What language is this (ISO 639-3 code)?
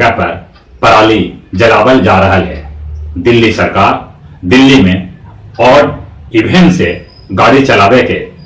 mag